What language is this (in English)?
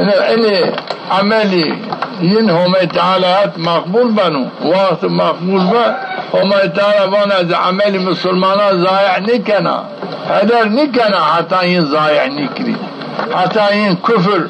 Zaza